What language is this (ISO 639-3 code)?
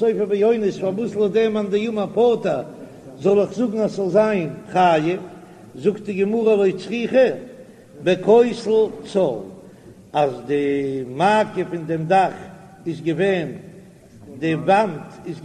yid